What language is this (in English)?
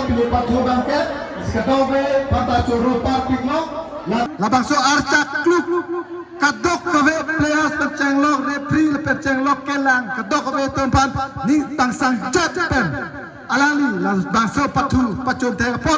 Karbi